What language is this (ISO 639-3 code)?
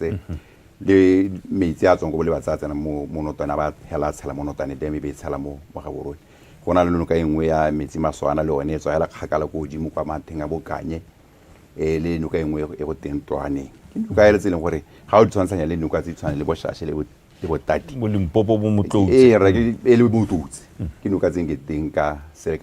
tsn